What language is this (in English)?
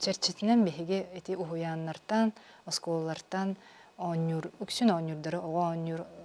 Yakut